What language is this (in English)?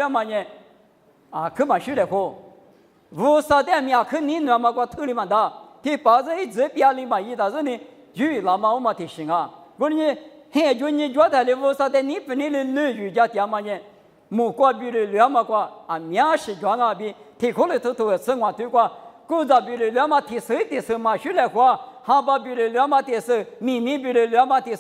Lisu